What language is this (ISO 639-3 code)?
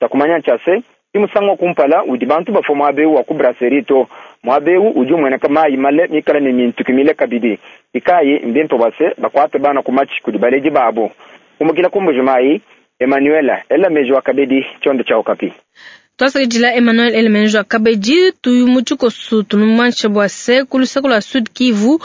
lua